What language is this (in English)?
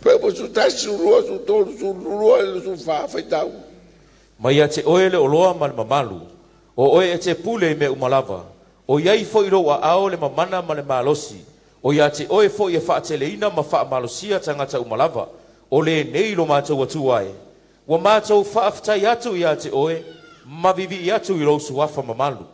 Samoan